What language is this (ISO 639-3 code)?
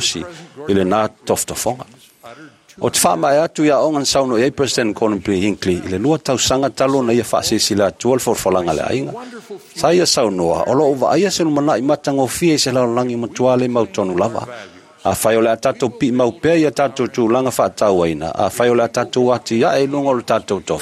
smo